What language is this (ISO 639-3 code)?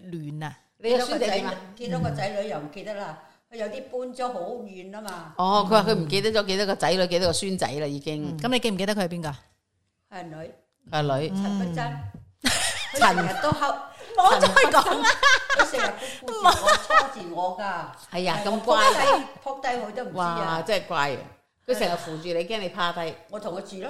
yue